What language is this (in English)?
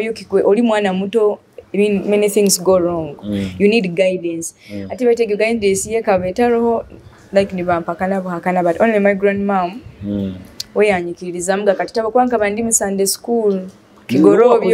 Nyoro